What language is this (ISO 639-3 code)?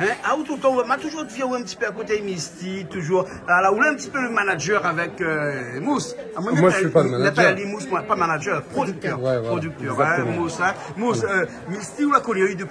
rcf